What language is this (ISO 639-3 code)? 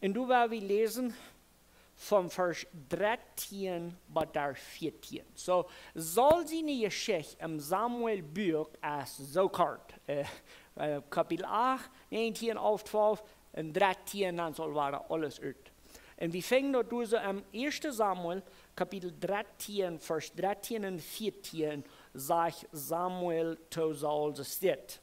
pdt